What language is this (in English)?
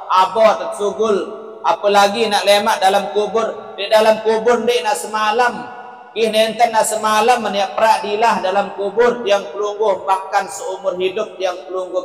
Sasak